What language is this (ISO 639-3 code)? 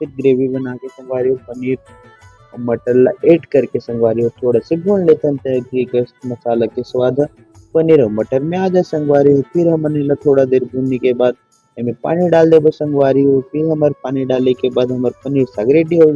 hne